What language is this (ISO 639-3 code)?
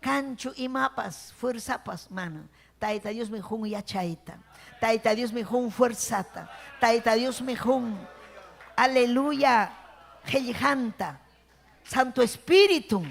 quy